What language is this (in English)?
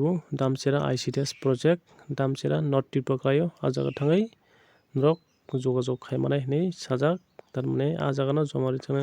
Kok Borok